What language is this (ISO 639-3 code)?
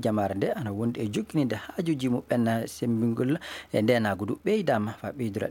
ful